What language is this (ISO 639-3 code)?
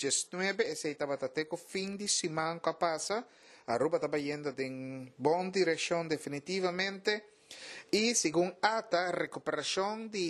pap